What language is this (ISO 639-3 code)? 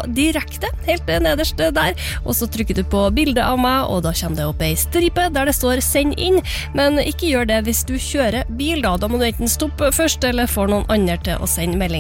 nor